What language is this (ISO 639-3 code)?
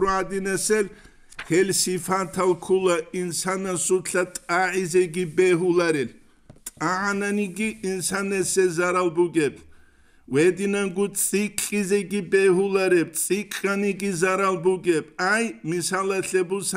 ava